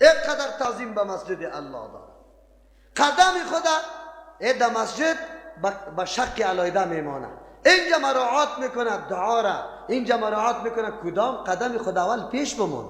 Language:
Persian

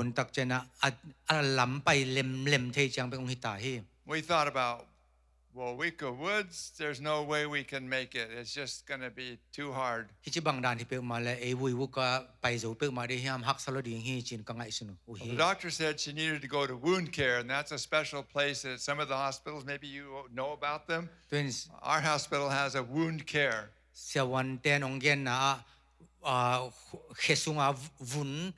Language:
Tedim Chin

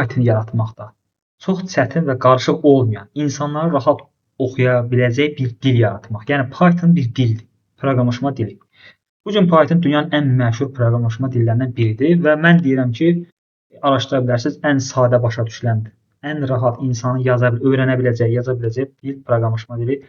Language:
Azerbaijani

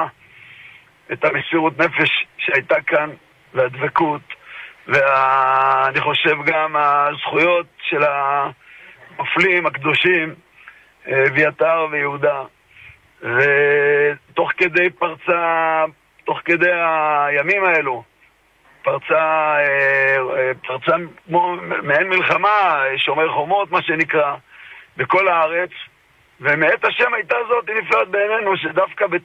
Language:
Hebrew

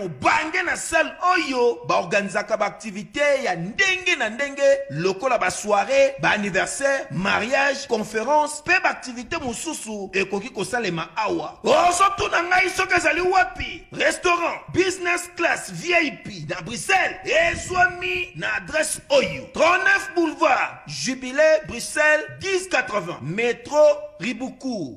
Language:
Lingala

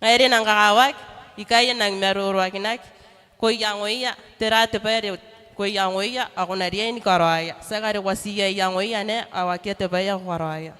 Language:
Gilbertese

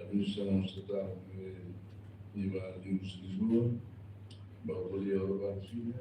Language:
Tetum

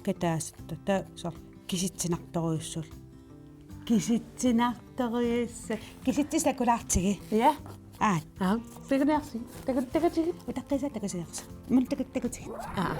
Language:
Kalaallisut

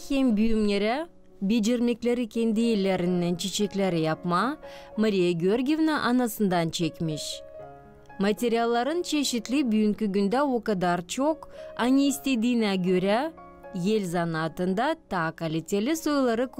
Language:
Gagauz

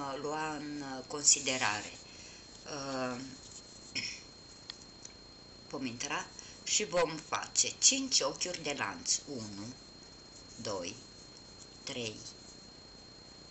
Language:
Romanian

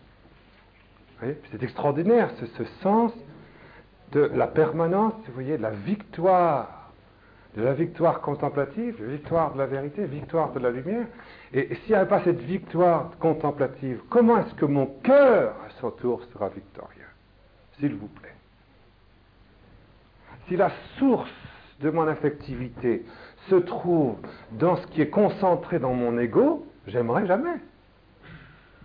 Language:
French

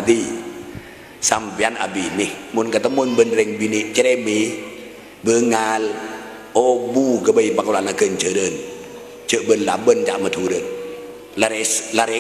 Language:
Madurese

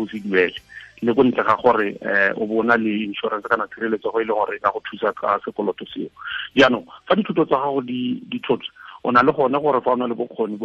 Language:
Tswana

